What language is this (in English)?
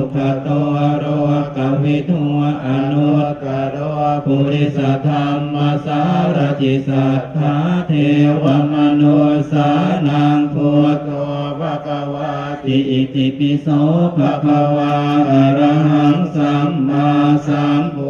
Pali